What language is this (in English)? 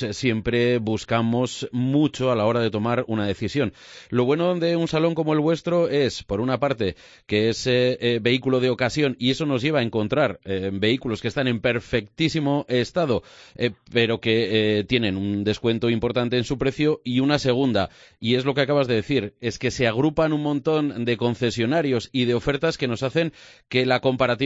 Spanish